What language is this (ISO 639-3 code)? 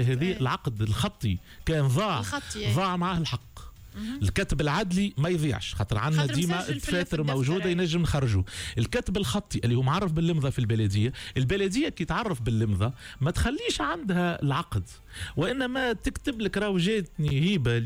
aeb